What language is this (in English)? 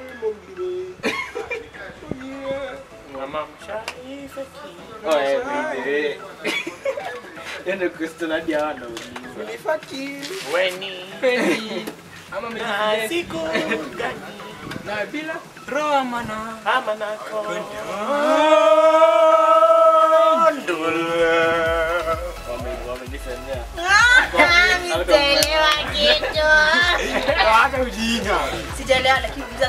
Swahili